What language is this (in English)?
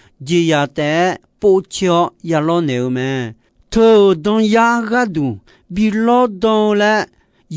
Akha